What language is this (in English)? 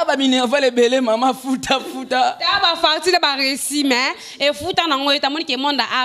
Lingala